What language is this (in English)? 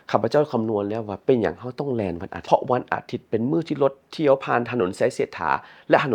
Lao